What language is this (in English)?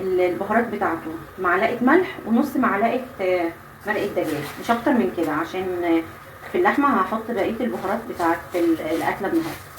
Egyptian Arabic